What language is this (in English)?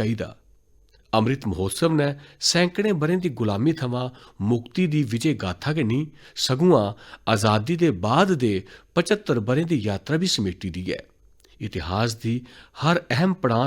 Dogri